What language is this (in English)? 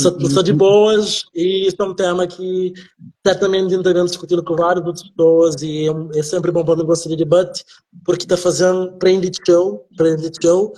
Kabuverdianu